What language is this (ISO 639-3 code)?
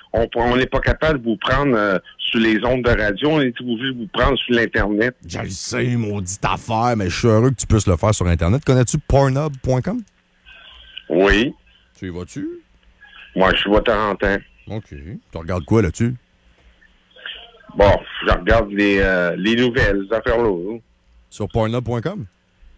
fra